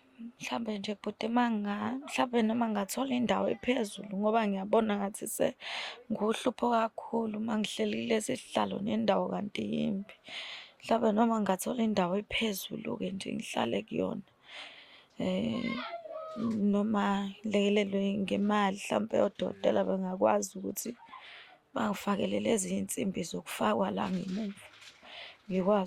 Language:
Zulu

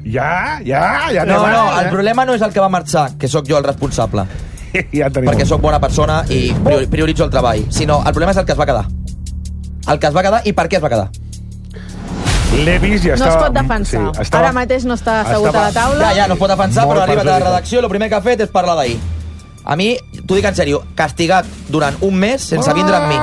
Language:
Catalan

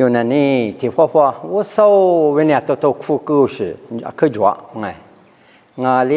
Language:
Lisu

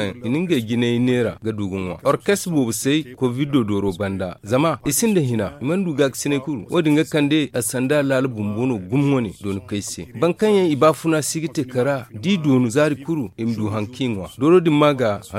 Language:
Zarma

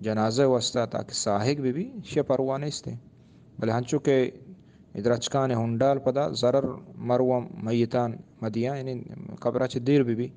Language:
Eastern Balochi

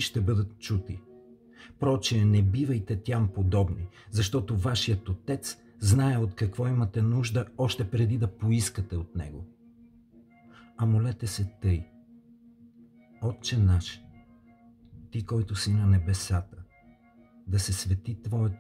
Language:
Bulgarian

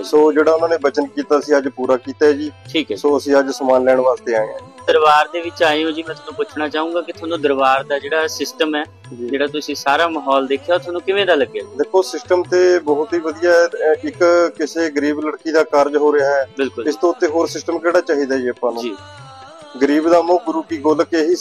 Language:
Punjabi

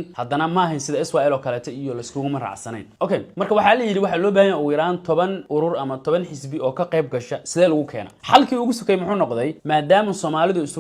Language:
Somali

